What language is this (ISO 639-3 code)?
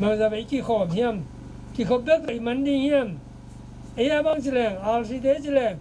ctd